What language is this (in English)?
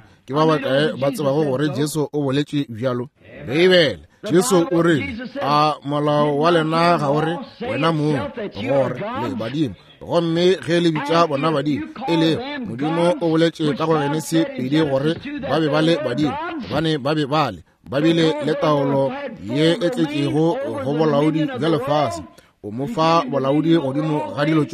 Northern Sotho